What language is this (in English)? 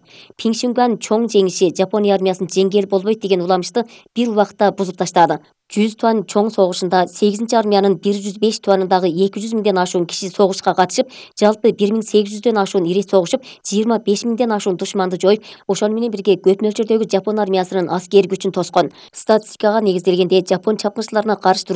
Kyrgyz